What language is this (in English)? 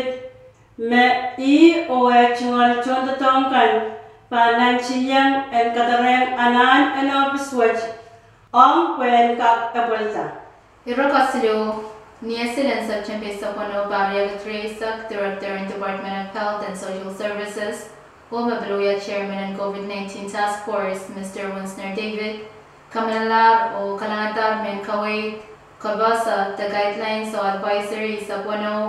Pohnpeian